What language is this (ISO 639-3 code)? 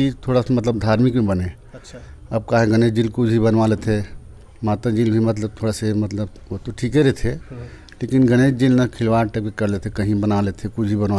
hne